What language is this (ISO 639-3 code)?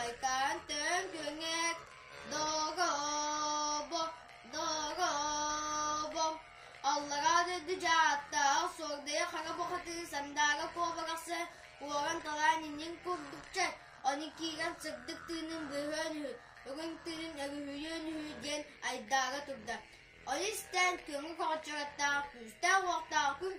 sah